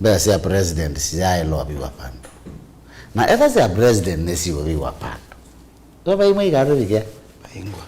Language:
Kamba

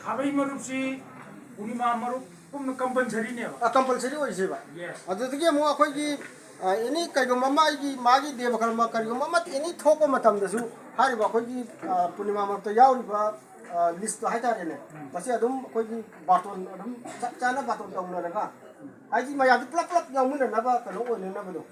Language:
Manipuri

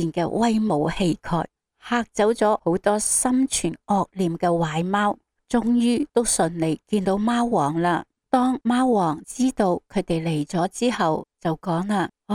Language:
Cantonese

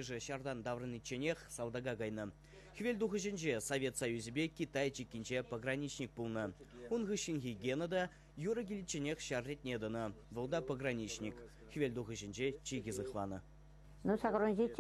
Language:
Chuvash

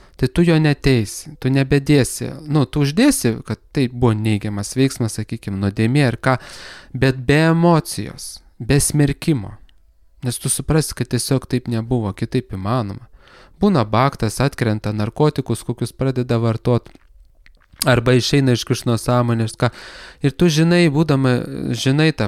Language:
Lithuanian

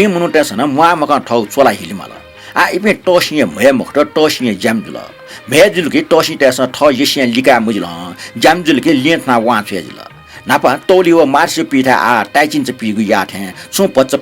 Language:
Newari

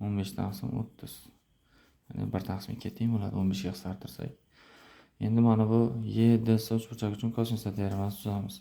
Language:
Uzbek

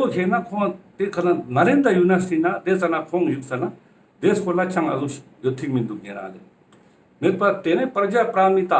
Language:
Ladakhi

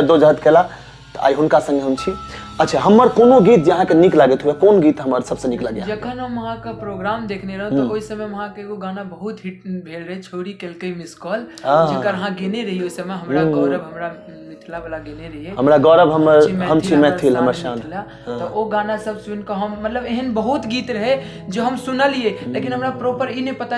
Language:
Maithili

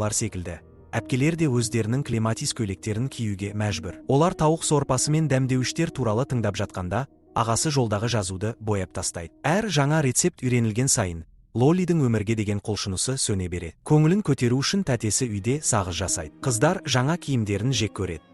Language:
Kazakh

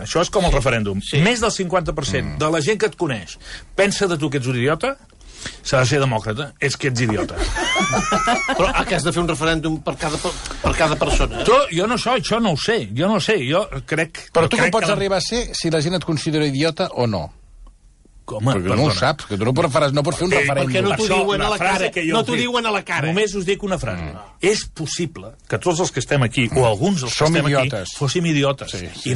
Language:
Catalan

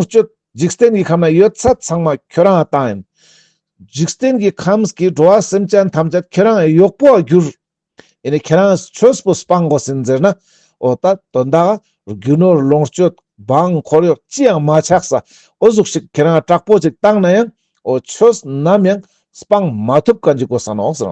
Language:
Ladakhi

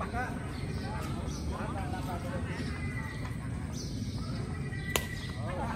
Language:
Vietnamese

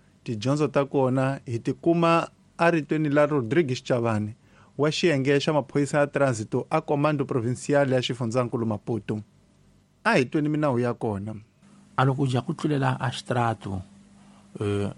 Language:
Tsonga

